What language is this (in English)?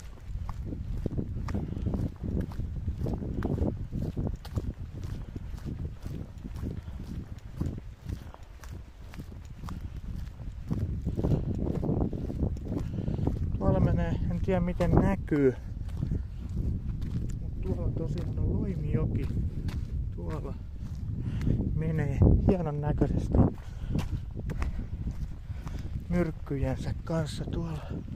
Finnish